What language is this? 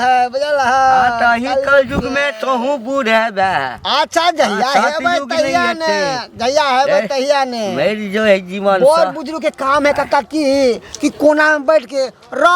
Maithili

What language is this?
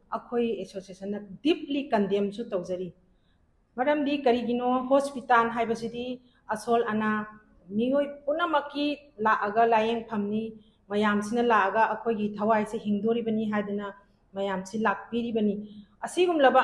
Manipuri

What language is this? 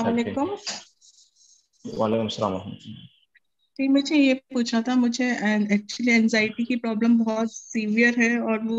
Urdu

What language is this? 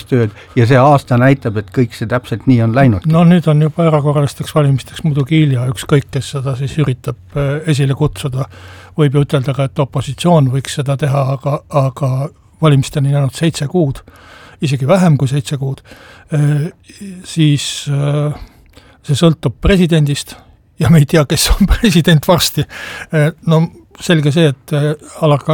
Estonian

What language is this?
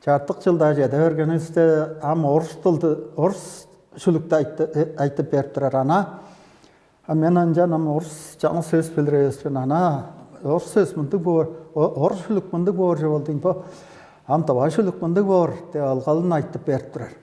Tuvinian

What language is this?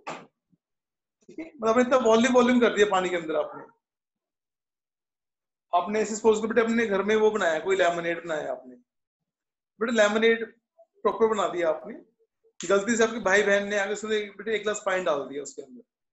Hindi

